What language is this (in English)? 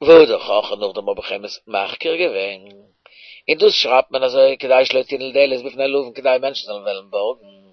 Yiddish